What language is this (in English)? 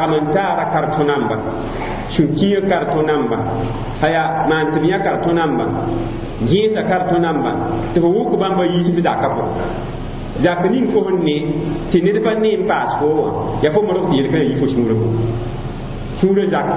Mossi